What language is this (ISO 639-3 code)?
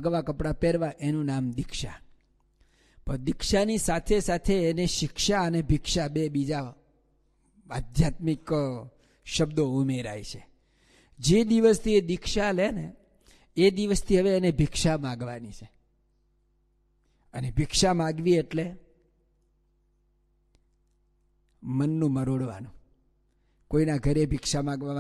guj